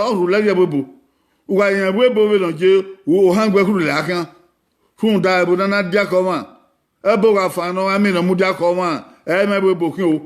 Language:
Bini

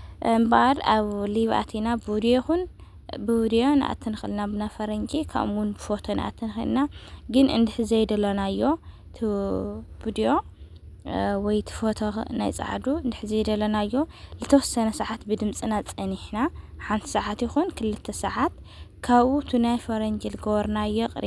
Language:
Tigrinya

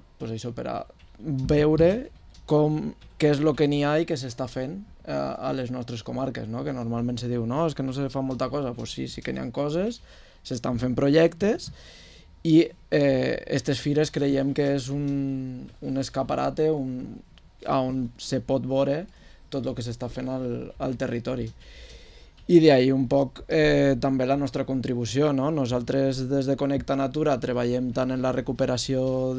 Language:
Catalan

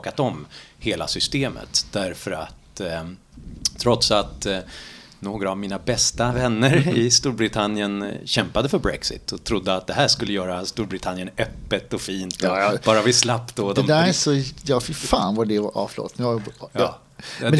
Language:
Swedish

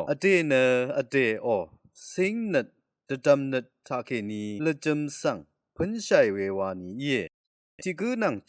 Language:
Rawang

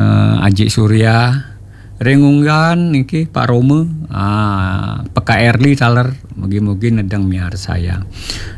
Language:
Balinese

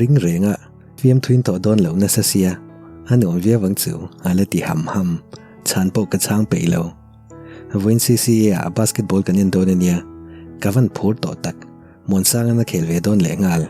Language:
Mizo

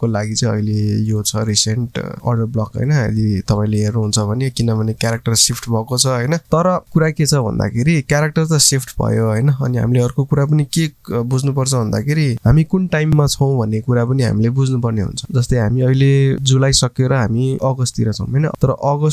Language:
Nepali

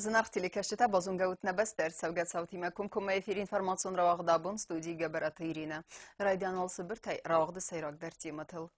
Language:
Ossetic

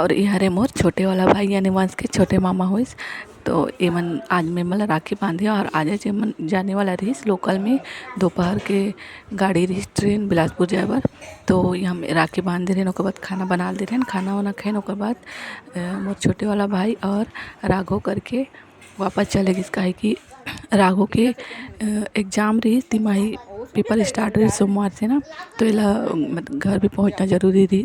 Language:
Chhattisgarhi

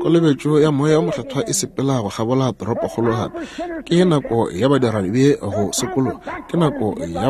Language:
Northern Sotho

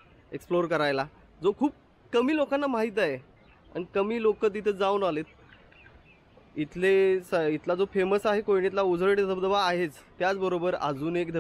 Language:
Marathi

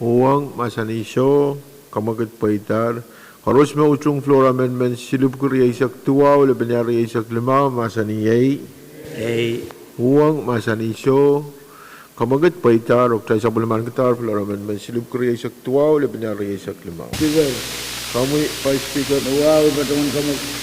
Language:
Pohnpeian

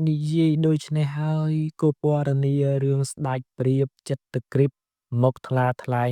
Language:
Khmer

